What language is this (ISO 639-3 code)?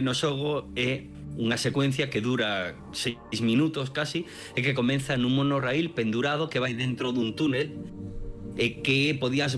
glg